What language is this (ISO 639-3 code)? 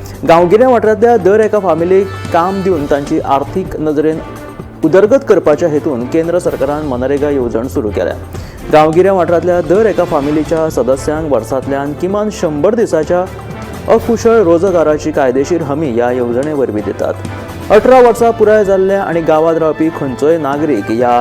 kok